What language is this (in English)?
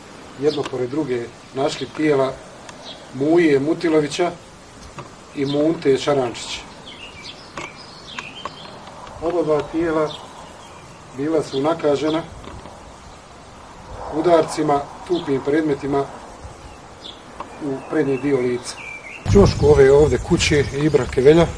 Bosnian